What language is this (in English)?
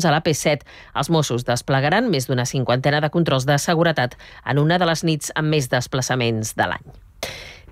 Catalan